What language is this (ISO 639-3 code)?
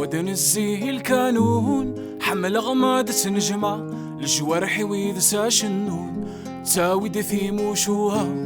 kab